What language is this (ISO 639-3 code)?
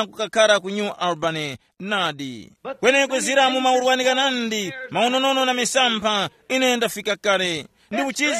tum